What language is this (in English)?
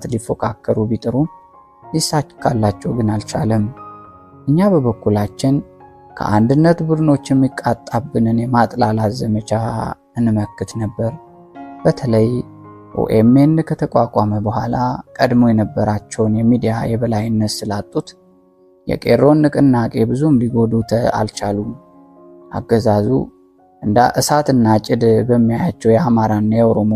Amharic